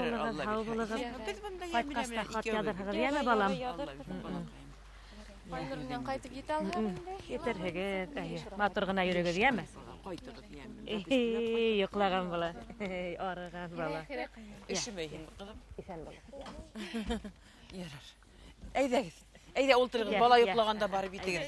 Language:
Bashkir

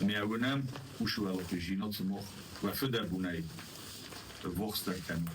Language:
Ossetic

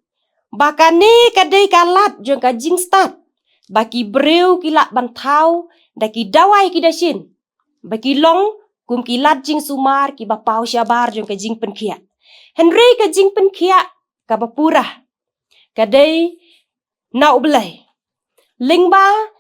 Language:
Khasi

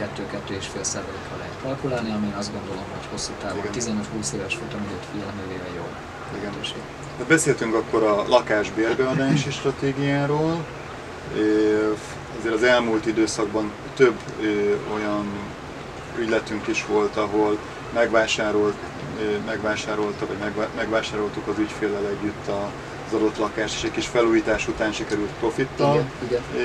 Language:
Hungarian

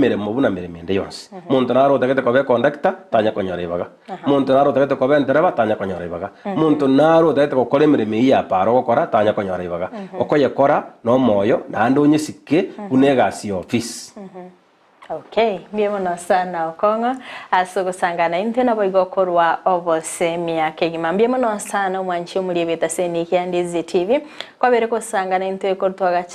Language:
Gusii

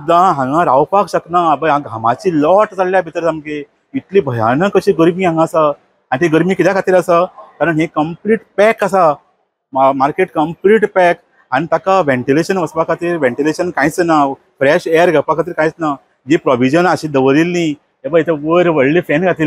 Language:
Konkani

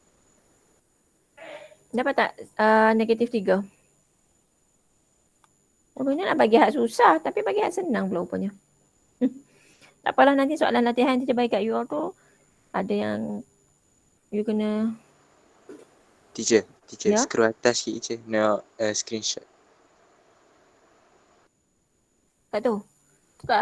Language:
Malay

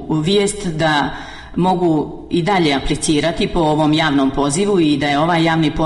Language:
Serbian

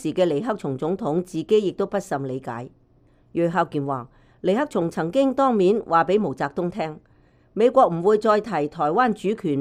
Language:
Cantonese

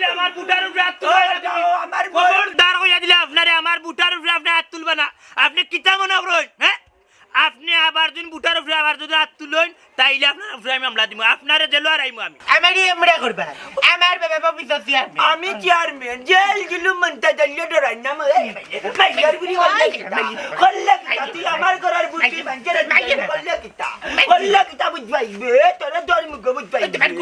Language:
Sylheti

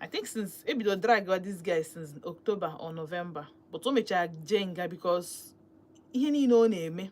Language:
Igbo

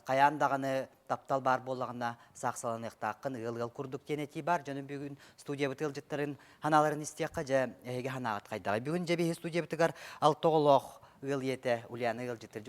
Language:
Yakut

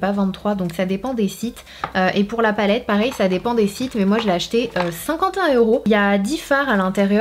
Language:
French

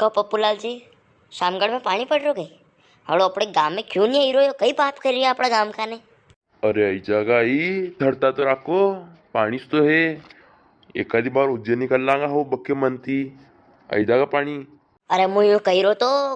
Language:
Rajasthani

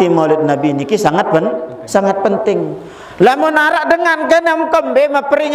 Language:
Sasak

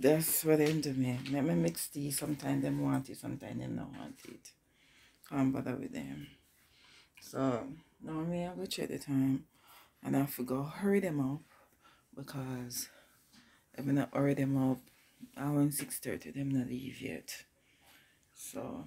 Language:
Jamaican Creole English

